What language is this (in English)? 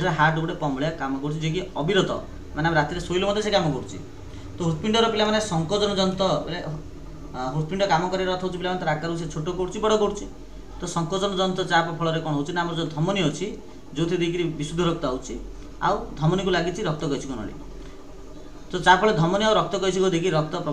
Odia